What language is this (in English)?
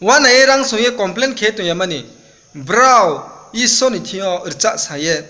Riang (India)